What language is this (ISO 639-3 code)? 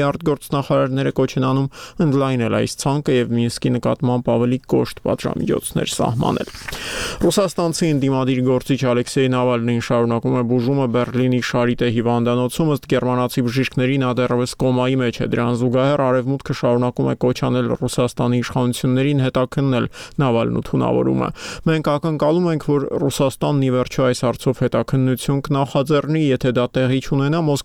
hye